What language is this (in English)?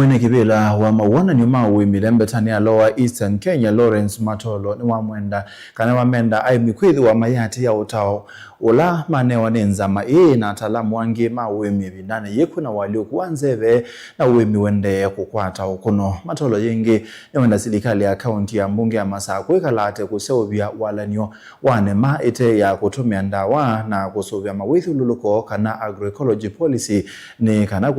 Kamba